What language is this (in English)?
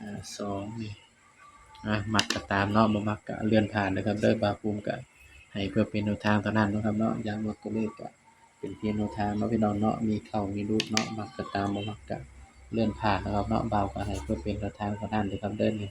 Northeastern Thai